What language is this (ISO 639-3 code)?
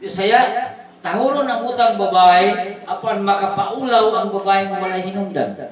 ceb